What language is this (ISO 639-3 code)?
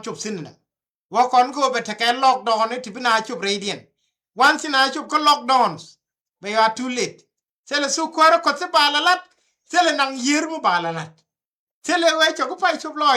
nus